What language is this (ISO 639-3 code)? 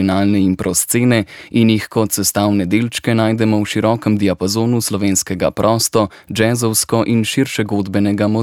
slv